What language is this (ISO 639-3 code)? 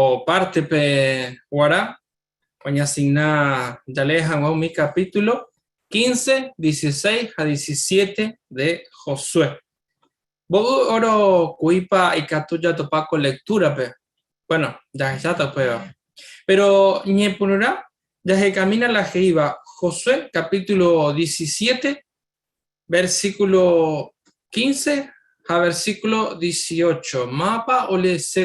grn